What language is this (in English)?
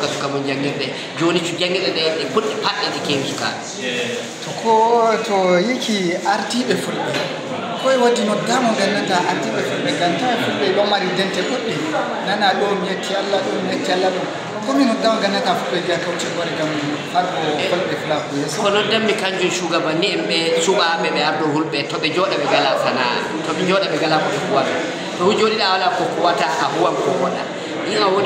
Fula